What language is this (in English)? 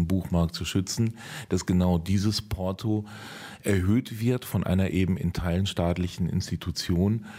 German